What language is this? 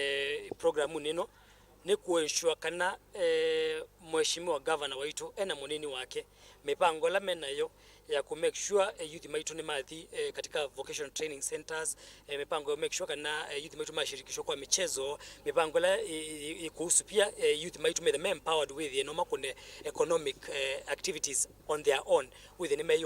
Kamba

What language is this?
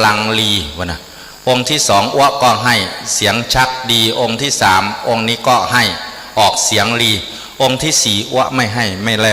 Northeastern Thai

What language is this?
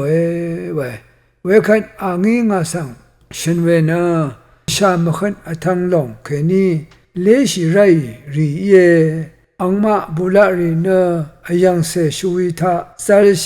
Rawang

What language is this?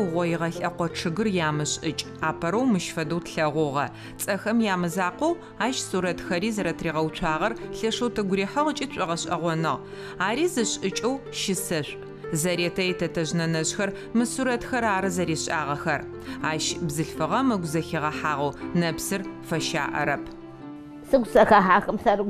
Adyghe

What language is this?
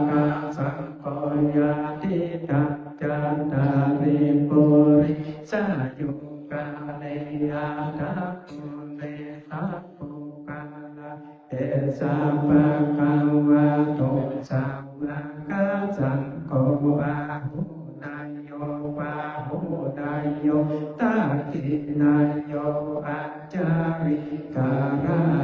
Pali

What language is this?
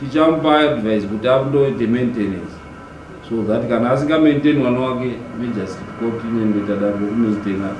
Shona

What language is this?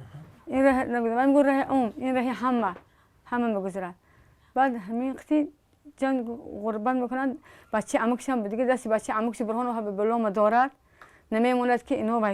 Tajik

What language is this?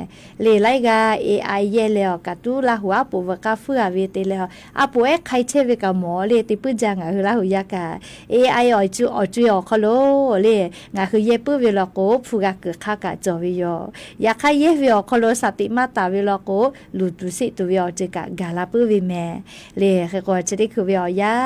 Lahu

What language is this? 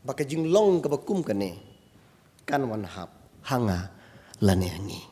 Khasi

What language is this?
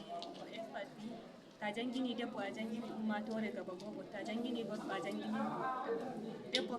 Nigerian Fulfulde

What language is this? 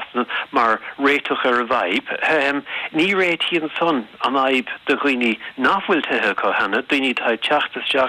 Irish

